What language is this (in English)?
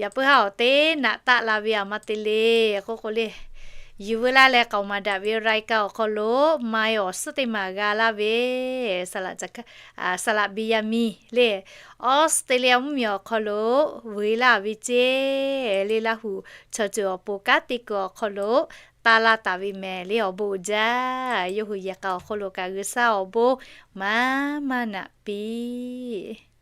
Lahu